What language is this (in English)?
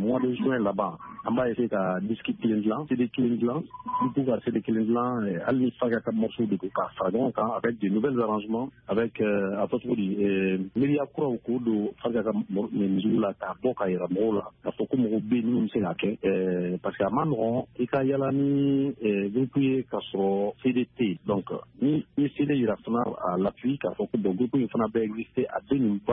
Bambara